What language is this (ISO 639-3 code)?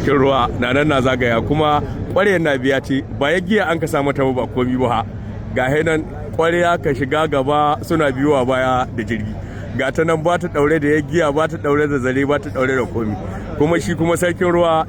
hau